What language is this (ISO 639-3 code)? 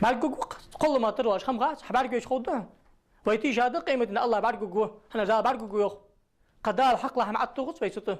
inh